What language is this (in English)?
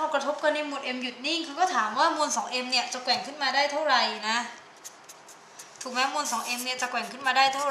Thai